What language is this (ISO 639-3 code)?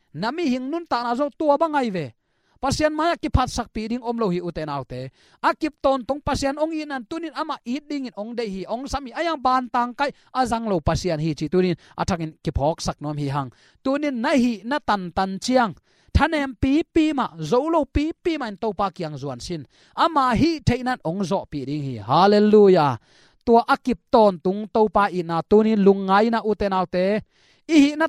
ctd